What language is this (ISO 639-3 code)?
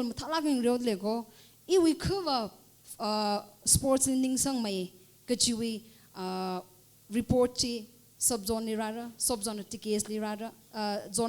nmf